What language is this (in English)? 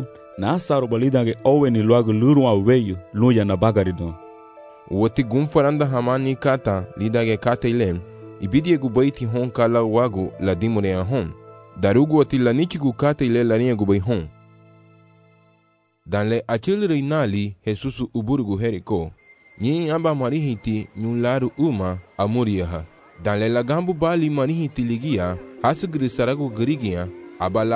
Garifuna